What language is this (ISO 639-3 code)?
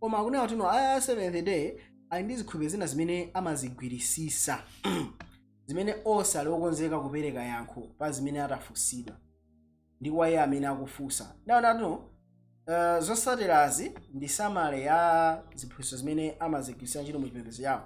nya